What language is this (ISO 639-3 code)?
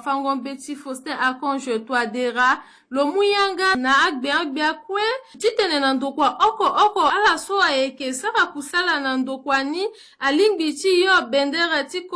sag